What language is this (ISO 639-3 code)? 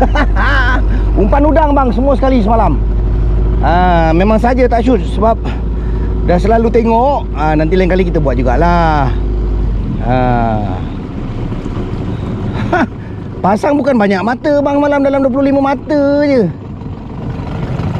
msa